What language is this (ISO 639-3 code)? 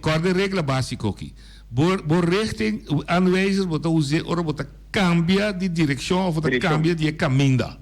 pap